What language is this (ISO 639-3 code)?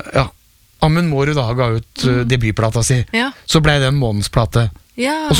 nor